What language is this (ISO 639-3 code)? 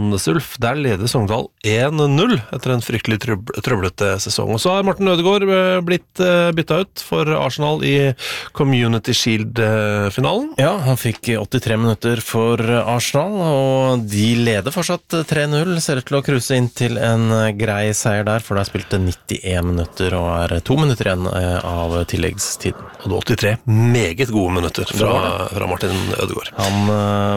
nor